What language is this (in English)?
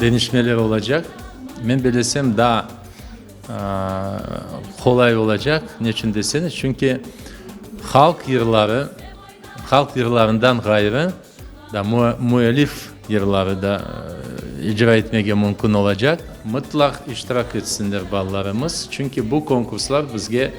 Crimean Tatar